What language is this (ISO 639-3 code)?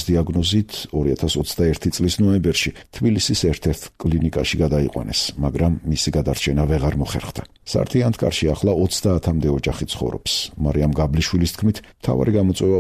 kat